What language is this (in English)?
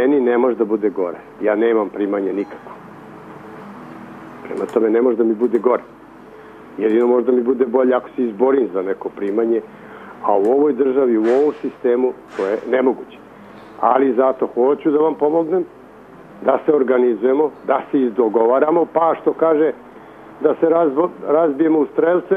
Serbian